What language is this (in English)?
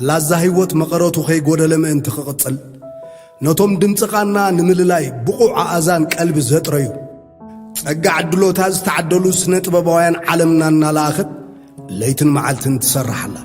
Tigrinya